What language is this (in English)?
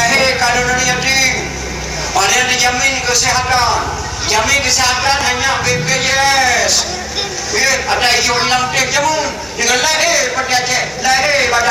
Achinese